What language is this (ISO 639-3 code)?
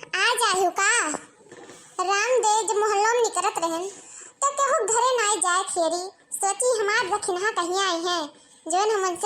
awa